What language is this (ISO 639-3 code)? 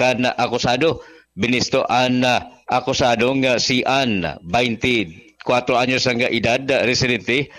bik